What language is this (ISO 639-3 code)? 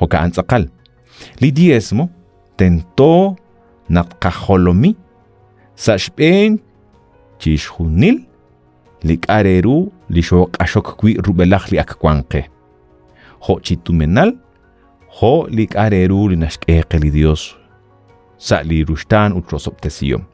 kek